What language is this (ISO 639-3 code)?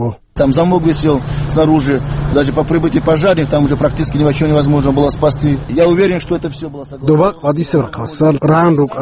ava